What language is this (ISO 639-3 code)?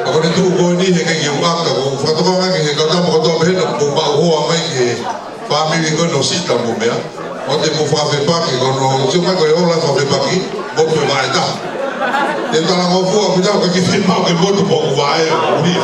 ton